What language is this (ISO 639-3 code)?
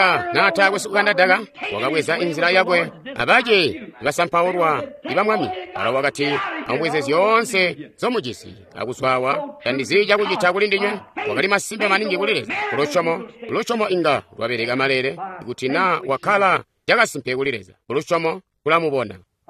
toi